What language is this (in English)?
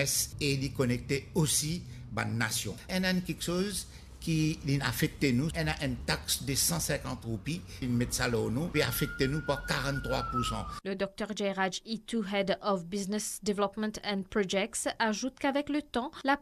Morisyen